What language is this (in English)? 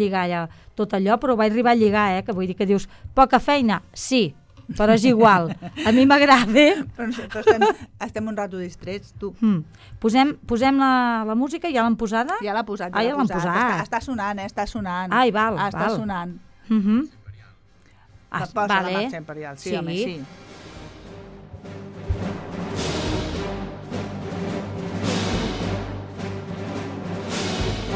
Catalan